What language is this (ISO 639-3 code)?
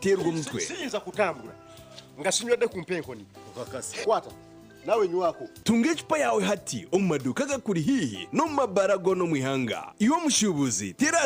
nyn